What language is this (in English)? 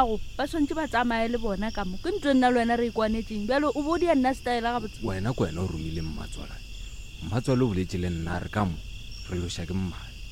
Northern Sotho